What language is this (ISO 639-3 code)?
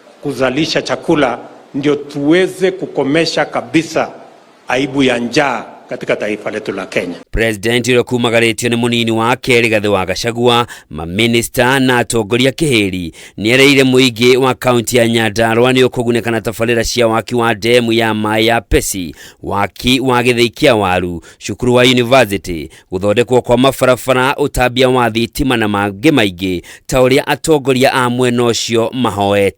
kik